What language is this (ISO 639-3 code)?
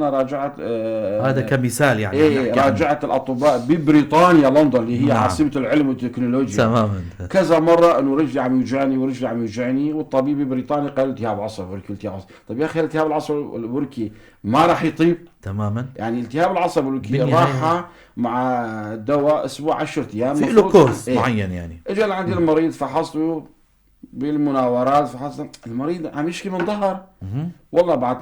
apc